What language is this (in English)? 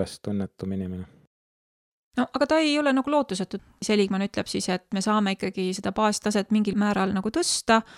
Estonian